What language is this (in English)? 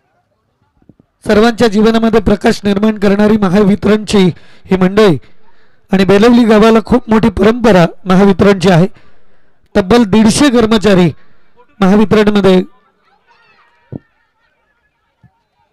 Marathi